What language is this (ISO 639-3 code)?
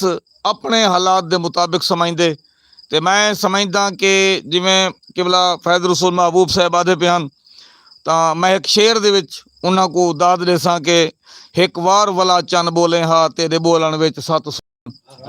skr